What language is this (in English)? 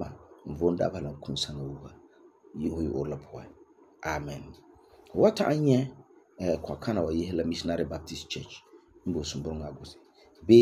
Frafra